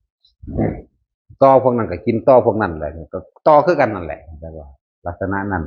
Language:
Northeastern Thai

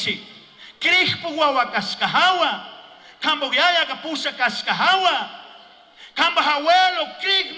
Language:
Chimborazo Highland Quichua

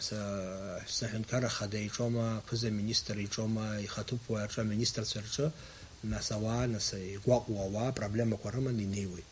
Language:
Abkhazian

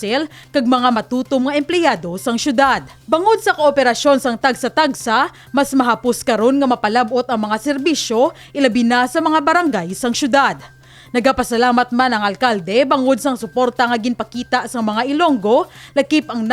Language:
Hiligaynon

